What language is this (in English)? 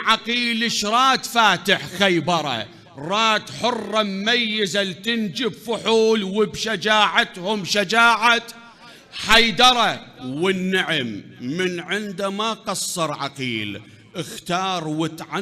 Mesopotamian Arabic